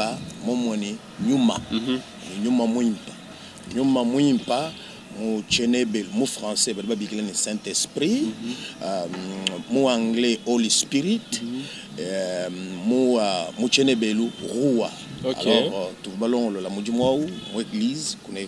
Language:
Luba-Lulua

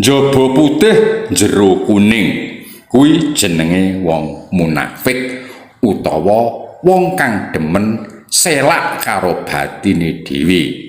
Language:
Javanese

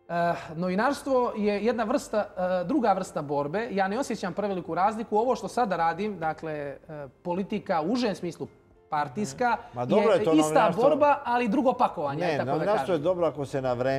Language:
Serbian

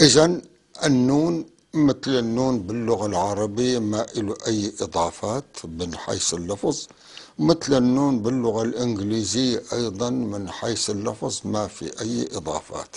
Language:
North Levantine Arabic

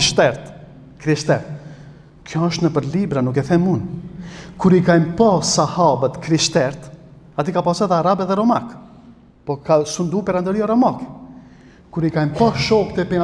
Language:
Albanian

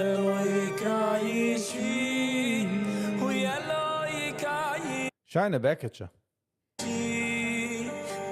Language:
Yiddish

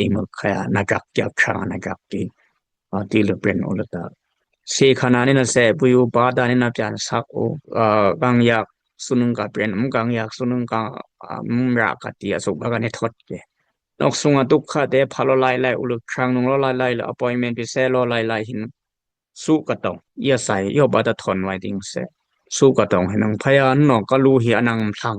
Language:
Dimasa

